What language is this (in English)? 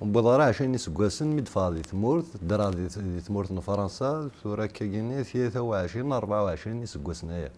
Kabyle